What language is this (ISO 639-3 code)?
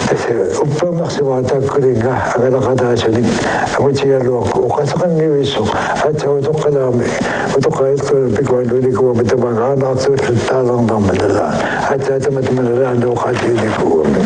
kal